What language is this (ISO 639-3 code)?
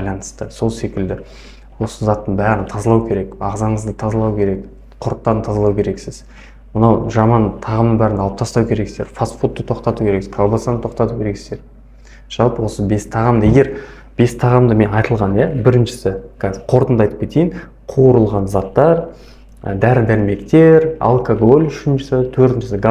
kaz